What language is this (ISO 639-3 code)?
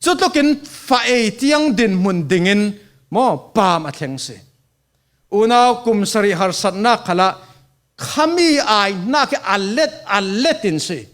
cfm